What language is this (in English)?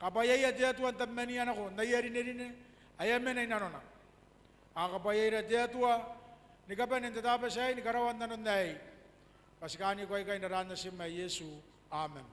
Gilbertese